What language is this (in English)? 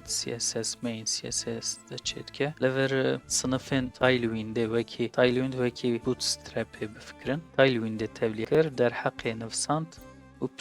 Kurdish